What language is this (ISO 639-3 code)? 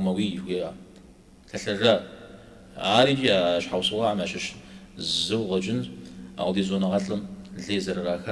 kbd